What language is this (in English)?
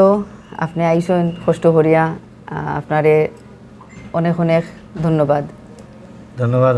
Sylheti